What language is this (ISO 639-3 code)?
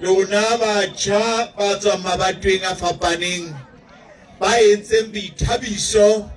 sot